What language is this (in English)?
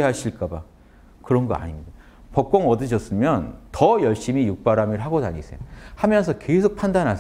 Korean